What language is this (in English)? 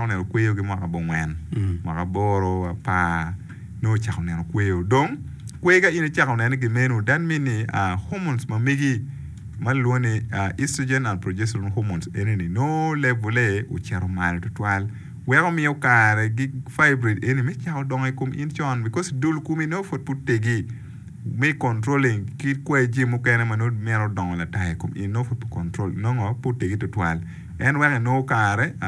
Acoli